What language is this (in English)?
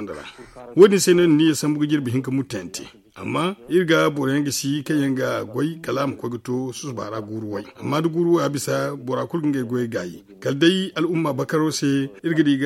Zarma